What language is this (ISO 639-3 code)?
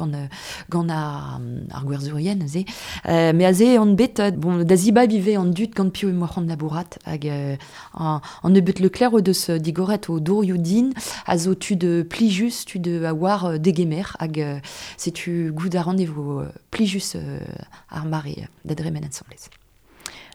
bre